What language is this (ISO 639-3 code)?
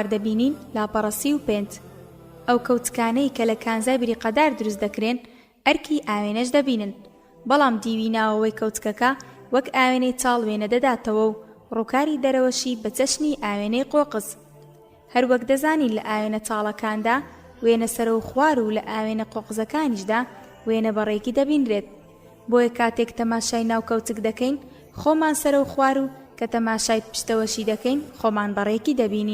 ckb